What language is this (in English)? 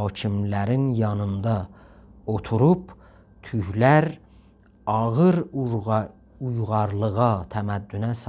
South Azerbaijani